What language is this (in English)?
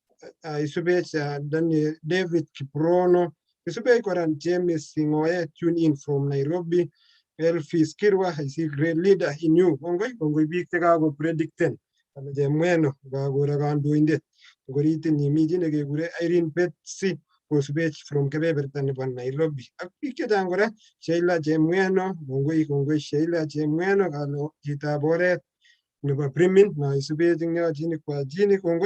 Kalenjin